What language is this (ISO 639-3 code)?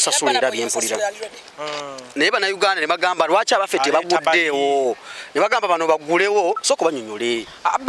lug